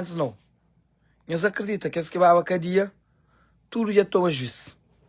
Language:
Kabuverdianu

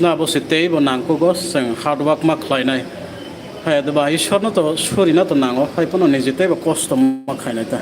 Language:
Kok Borok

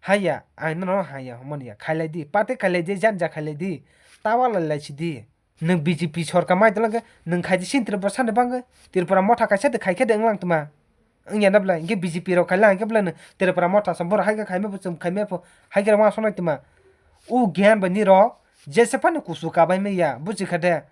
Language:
Kok Borok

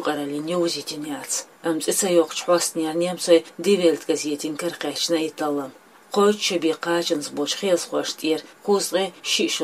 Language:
Chechen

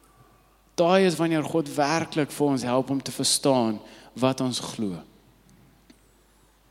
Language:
Afrikaans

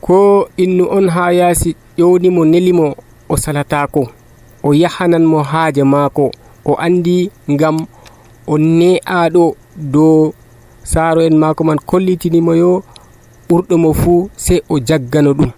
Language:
Nigerian Fulfulde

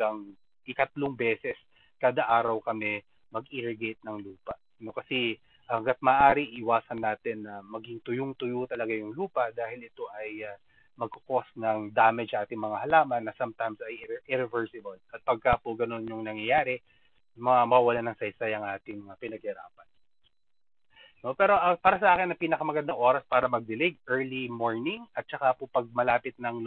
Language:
Filipino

